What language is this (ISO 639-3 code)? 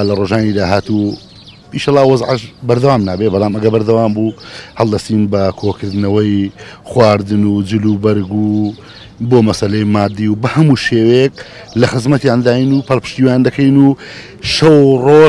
ckb